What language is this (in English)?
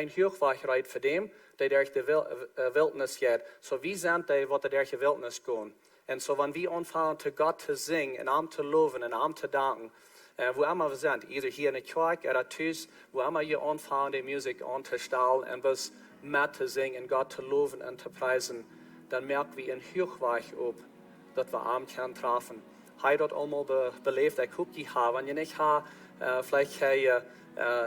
Plautdietsch